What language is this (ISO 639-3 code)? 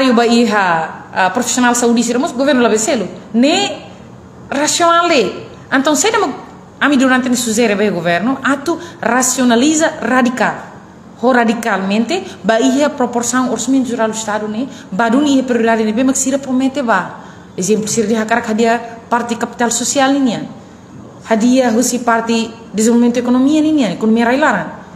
tet